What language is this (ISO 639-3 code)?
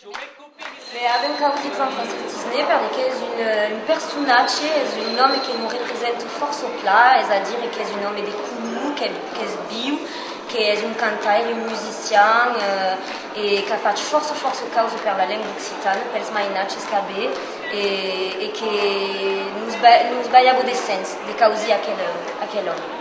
oci